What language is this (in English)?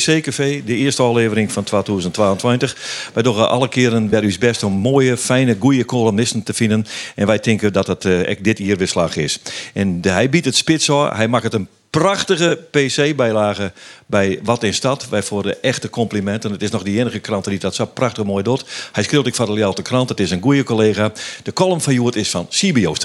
Western Frisian